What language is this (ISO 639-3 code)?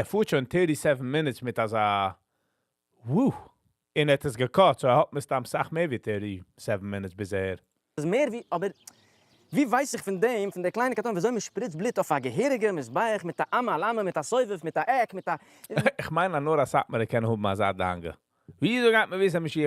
yid